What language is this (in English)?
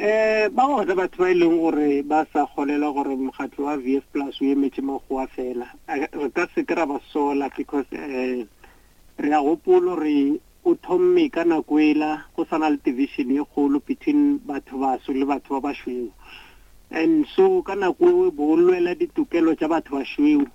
Northern Sotho